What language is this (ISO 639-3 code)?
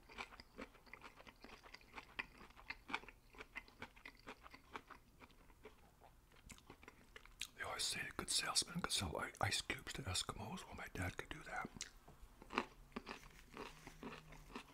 eng